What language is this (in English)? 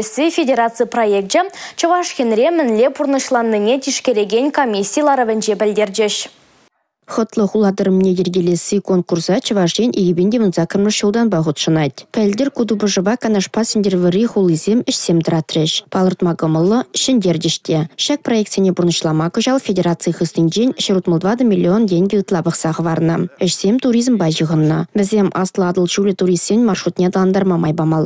Chuvash